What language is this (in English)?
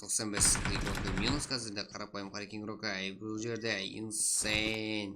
Kara-Kalpak